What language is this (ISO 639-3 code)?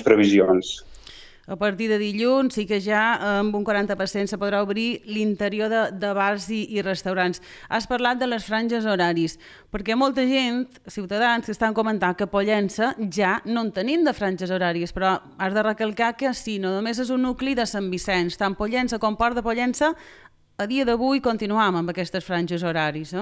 cat